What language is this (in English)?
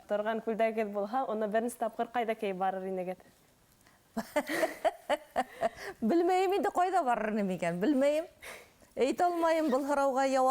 Bashkir